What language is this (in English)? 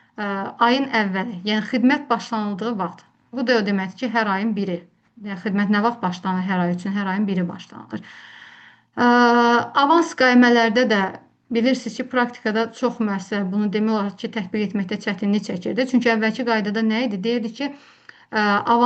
Azerbaijani